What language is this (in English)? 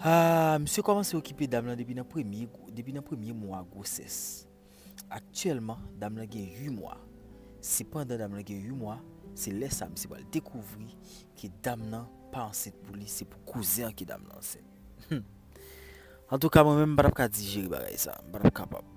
Haitian Creole